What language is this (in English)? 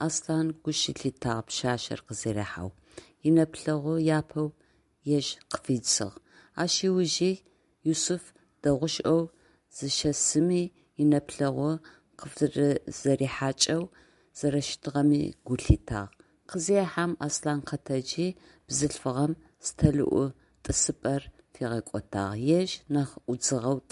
Adyghe